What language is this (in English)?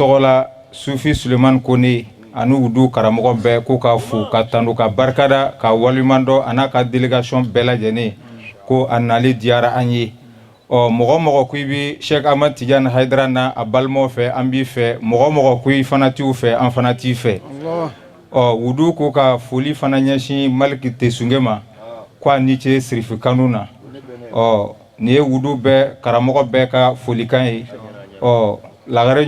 Bambara